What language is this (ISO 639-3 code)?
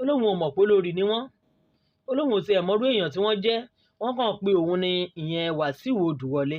yor